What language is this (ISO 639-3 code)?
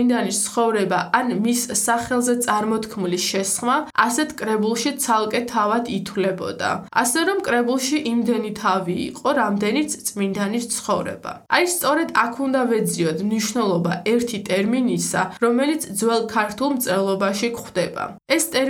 kat